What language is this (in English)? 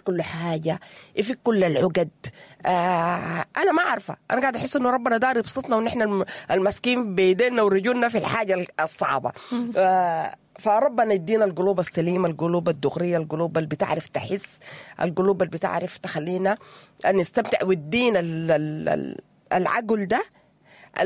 Sudanese Arabic